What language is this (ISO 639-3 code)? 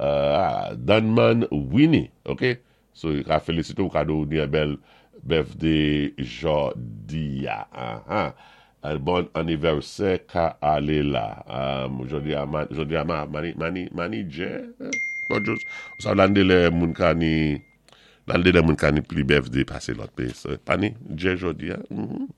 acf